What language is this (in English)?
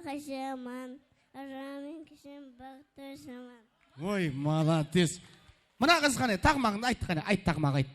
Kara-Kalpak